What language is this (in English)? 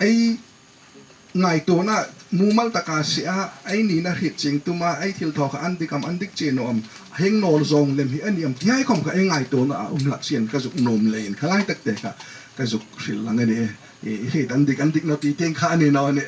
Hmar